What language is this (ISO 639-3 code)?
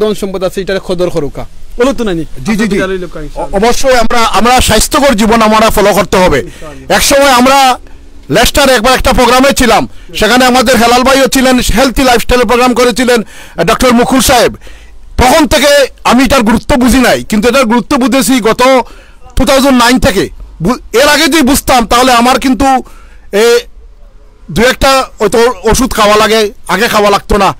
syl